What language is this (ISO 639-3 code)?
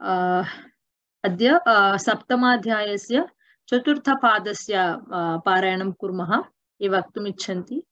san